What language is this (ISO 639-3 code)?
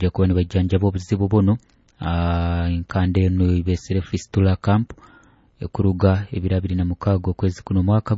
nyo